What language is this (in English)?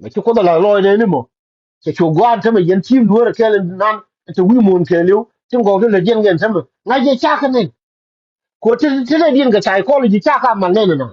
Nuer